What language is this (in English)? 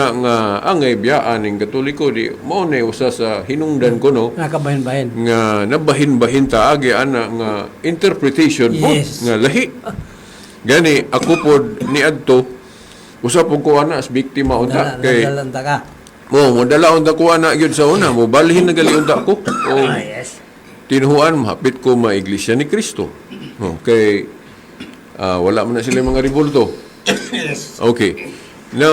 Cebuano